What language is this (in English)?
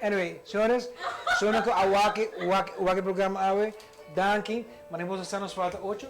Papiamento